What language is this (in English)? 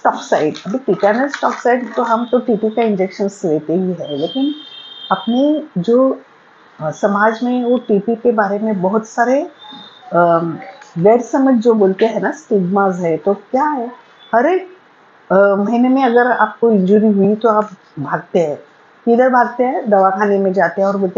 Hindi